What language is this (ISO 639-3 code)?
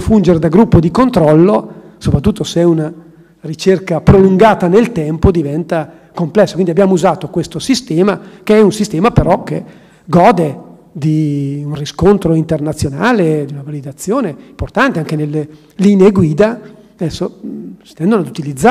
ita